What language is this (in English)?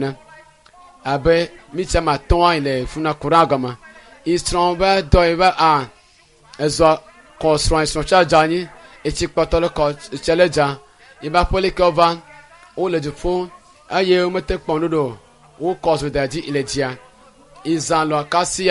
Ewe